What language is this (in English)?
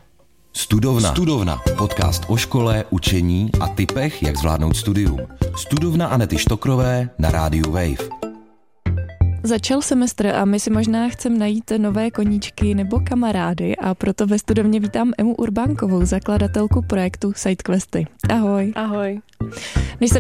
Czech